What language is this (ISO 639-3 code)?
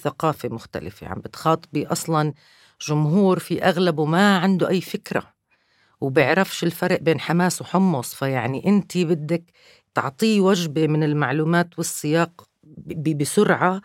apc